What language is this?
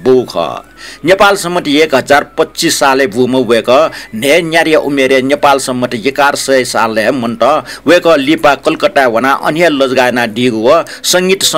Newari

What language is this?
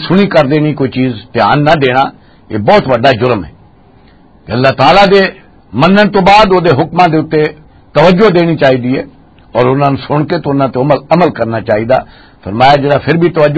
Western Panjabi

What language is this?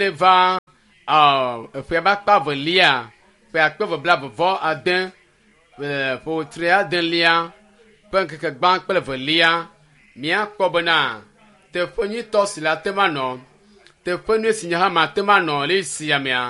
Ewe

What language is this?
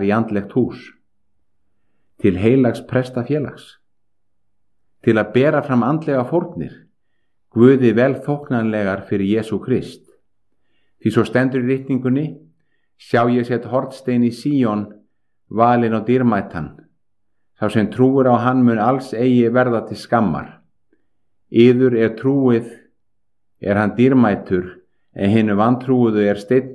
Icelandic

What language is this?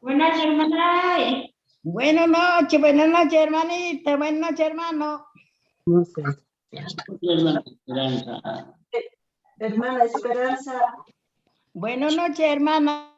Quechua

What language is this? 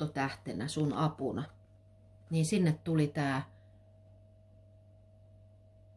Finnish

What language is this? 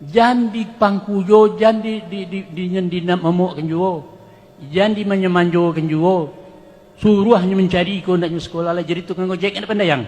Minangkabau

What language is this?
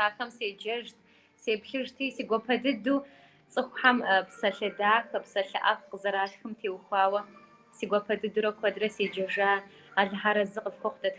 Kabardian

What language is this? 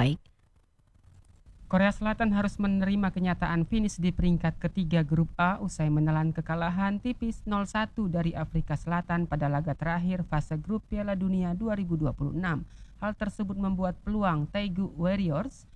Indonesian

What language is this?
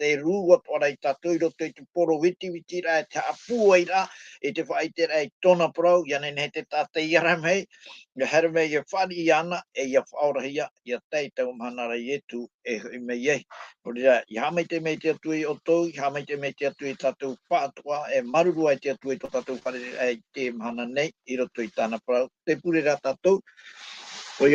Tahitian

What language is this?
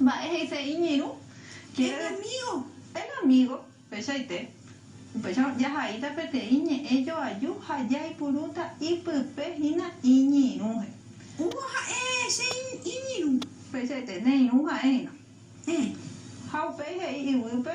Guarani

